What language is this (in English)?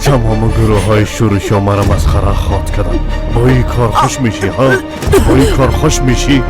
Persian